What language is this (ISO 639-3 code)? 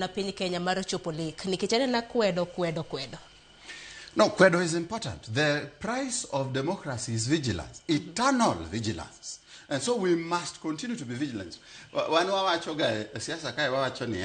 luo